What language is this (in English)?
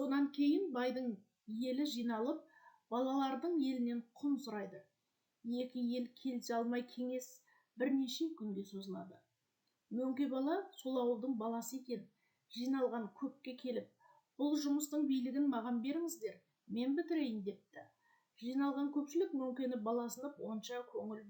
Kazakh